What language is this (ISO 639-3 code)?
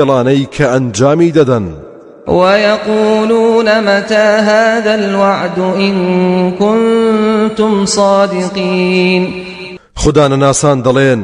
ckb